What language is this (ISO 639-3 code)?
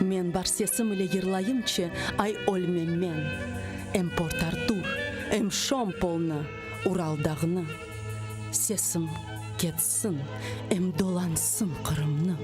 crh